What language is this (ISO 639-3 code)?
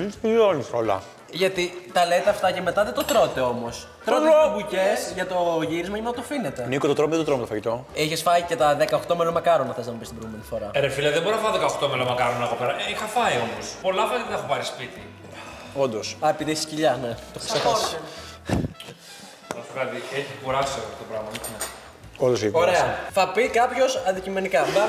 ell